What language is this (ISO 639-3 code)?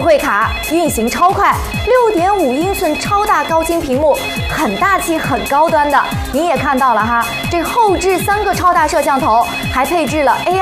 zho